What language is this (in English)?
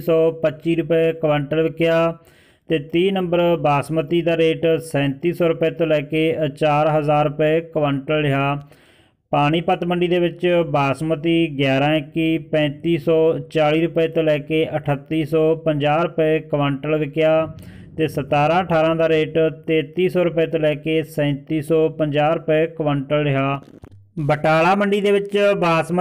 Punjabi